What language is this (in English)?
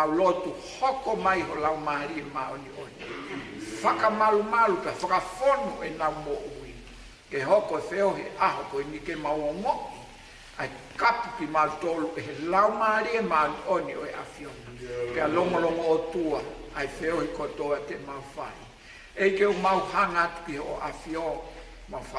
Tongan